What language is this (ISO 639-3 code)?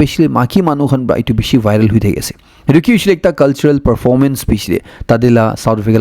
nag